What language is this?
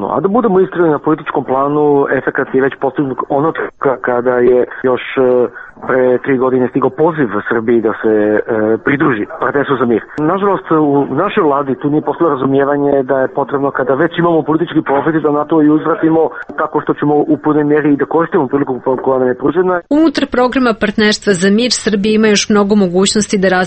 Bosnian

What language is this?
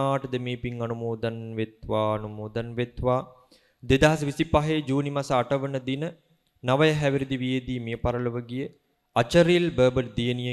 Sinhala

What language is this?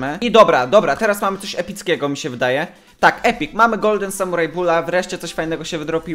Polish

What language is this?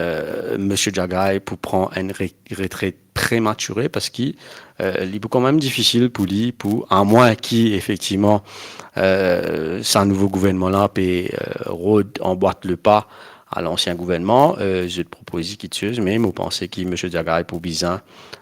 Morisyen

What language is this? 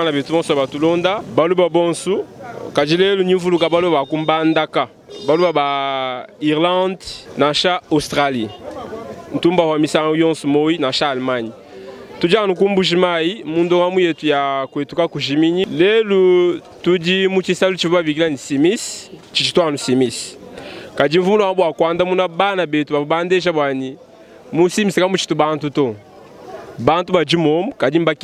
Luba-Lulua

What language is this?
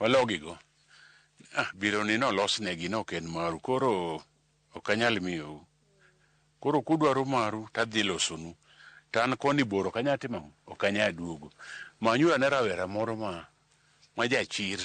Luo (Kenya and Tanzania)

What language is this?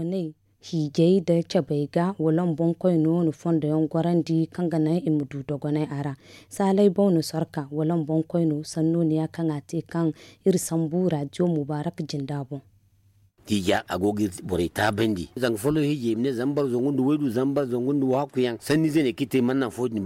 Zarma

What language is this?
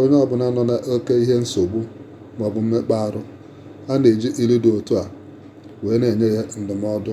Igbo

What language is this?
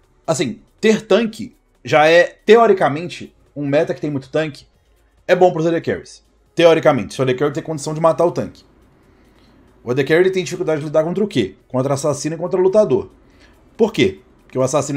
Portuguese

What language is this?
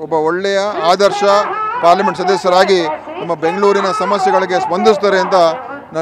Kannada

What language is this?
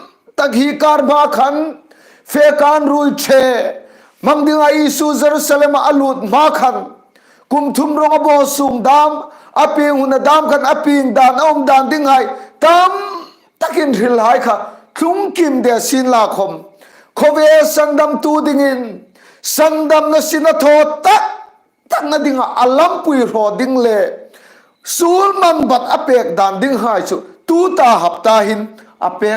Hmar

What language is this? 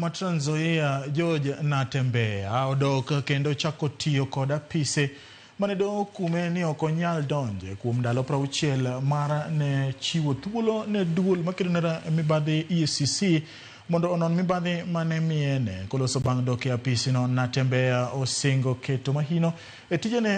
Luo (Kenya and Tanzania)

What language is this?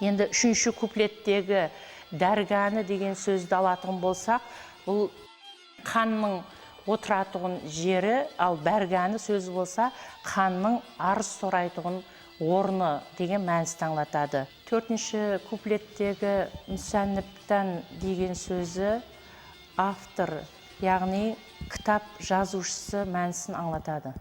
Kara-Kalpak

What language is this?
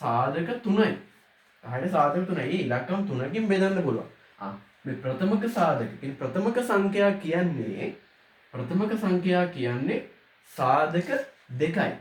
Sinhala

